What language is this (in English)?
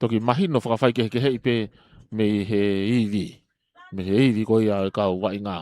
Tongan